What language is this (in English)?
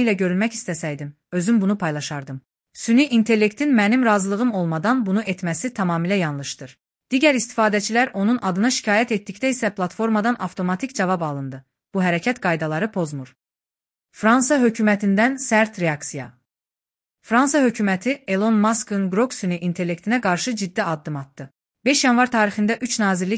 Azerbaijani